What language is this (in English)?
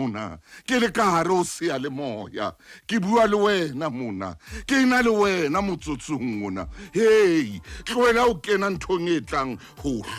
Southern Sotho